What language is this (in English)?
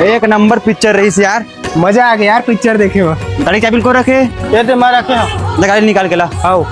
Chhattisgarhi